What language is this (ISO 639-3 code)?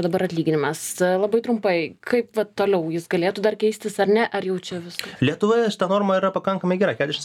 lit